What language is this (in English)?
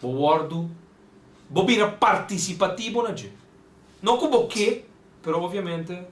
Papiamento